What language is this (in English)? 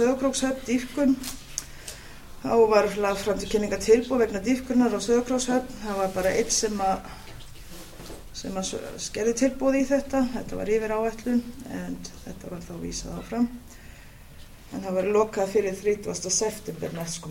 Icelandic